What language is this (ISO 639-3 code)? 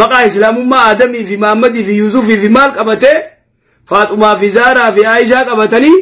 orm